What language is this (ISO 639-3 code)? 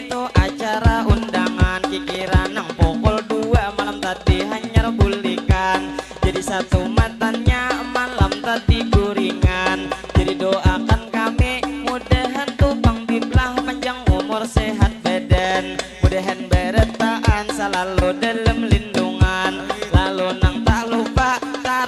bjn